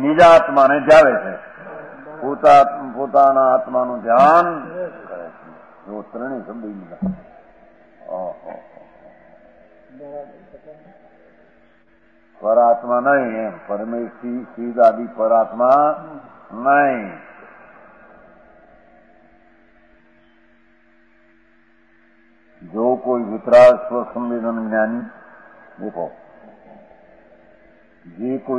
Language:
Gujarati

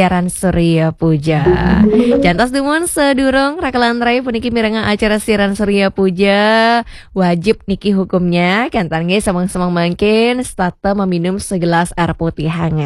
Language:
Balinese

